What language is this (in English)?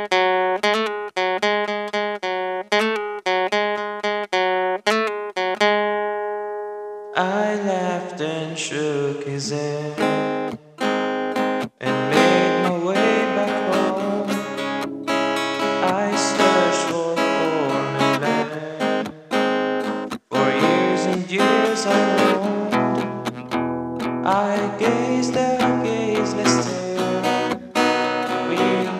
English